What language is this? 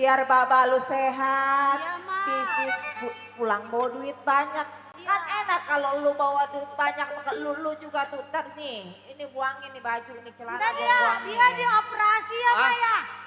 Betawi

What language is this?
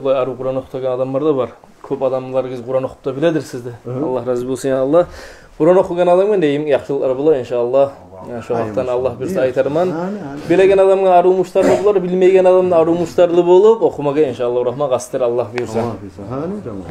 Kumyk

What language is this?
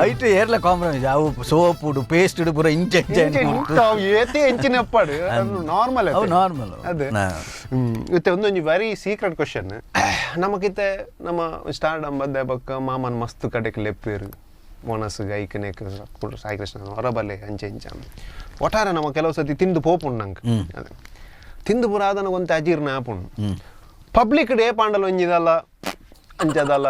Tulu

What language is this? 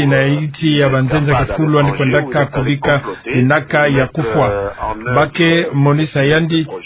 Kituba (Democratic Republic of Congo)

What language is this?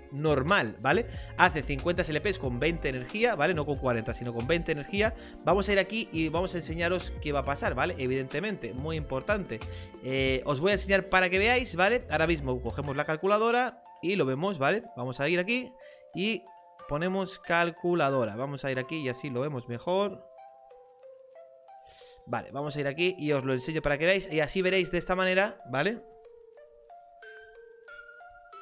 Spanish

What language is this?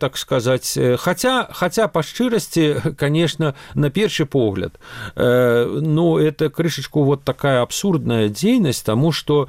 Belarusian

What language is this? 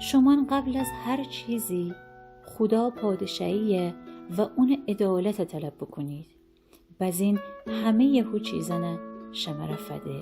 Gilaki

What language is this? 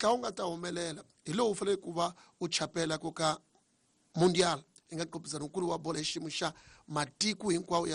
Tsonga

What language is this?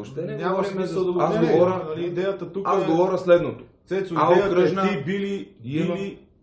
Bulgarian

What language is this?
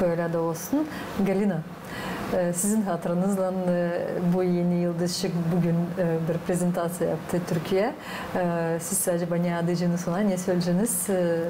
Gagauz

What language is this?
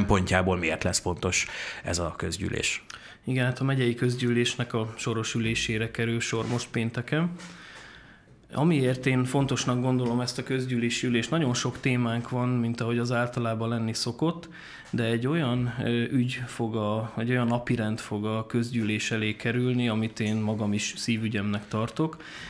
Hungarian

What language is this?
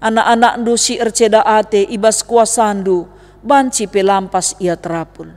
Batak Karo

